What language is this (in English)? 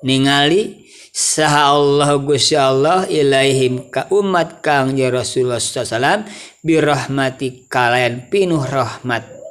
Sundanese